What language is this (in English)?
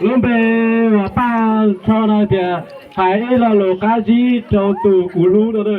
Hmong